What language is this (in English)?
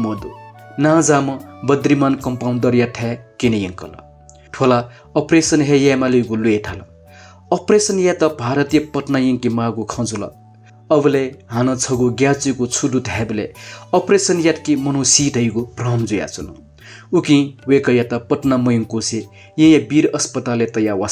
Newari